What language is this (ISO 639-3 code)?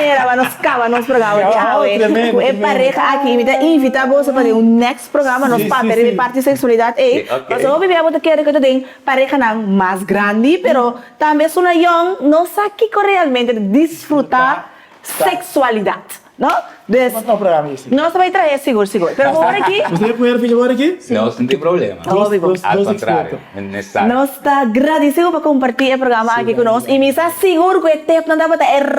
pap